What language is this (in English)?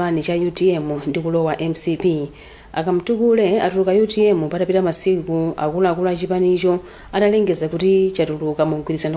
Nyanja